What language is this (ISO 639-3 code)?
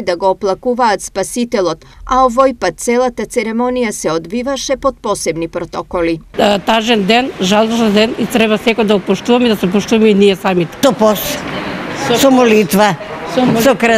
mkd